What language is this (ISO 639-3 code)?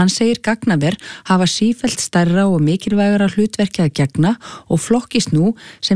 isl